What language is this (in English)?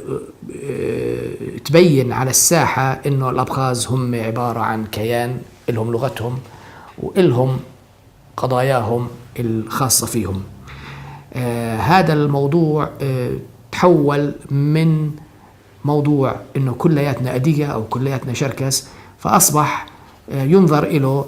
North Levantine Arabic